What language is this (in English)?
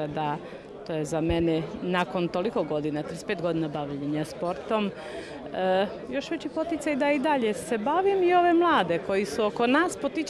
Croatian